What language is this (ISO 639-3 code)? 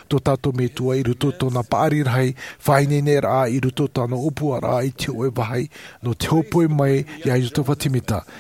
tah